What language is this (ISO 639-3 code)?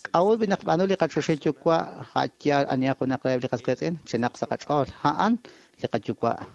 kek